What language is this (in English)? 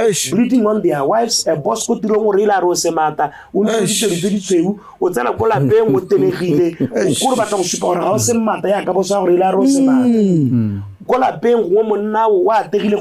Tswana